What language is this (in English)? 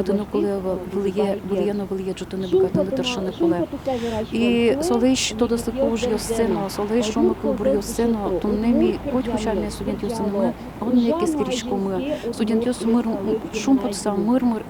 Udmurt